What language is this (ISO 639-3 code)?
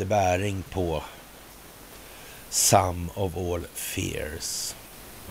swe